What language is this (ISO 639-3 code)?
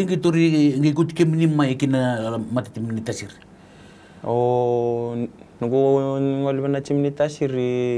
fij